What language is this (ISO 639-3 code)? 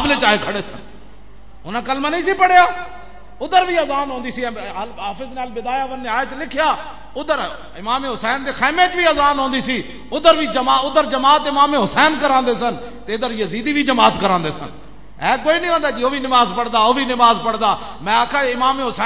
lah